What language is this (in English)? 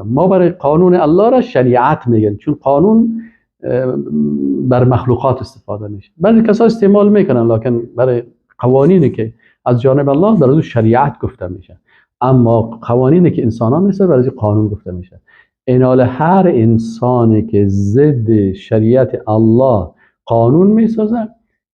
Persian